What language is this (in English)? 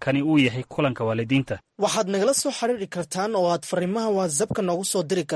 Somali